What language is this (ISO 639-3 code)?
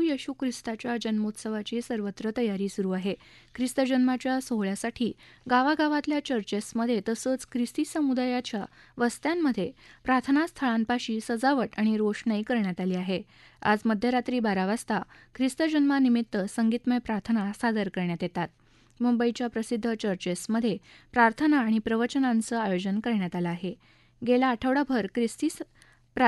mar